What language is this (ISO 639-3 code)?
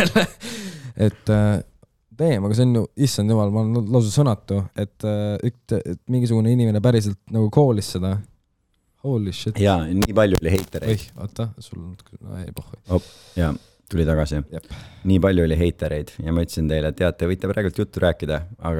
est